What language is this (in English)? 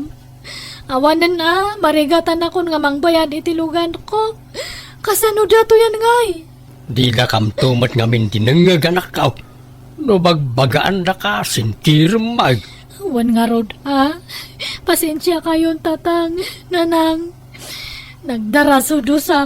Iloko